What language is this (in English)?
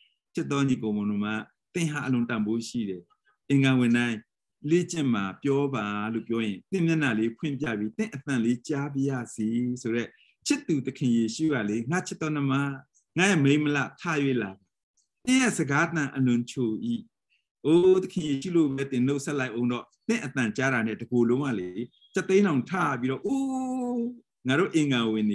Burmese